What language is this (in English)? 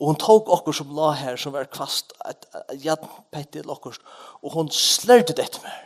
Faroese